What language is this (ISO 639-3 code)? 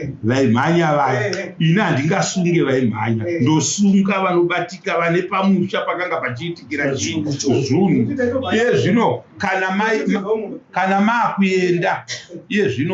sna